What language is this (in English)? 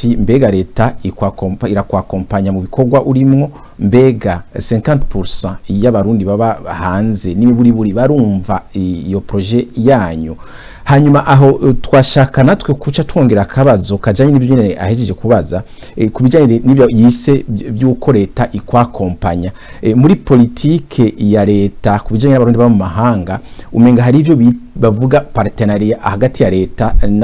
Rundi